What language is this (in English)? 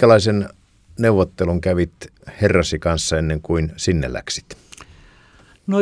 Finnish